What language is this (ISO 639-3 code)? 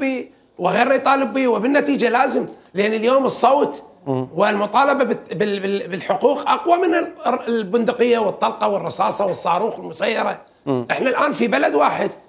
acm